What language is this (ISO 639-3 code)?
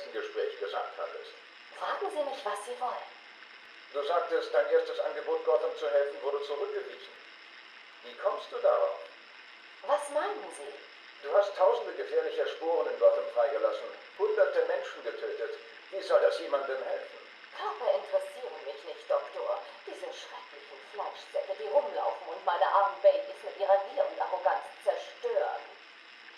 bar